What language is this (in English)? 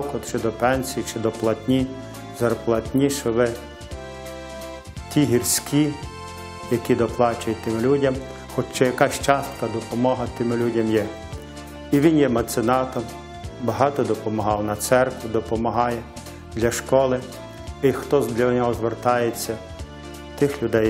Ukrainian